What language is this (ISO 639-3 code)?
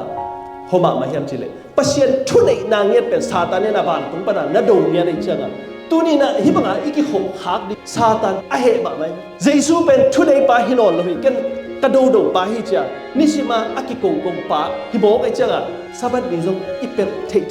ctd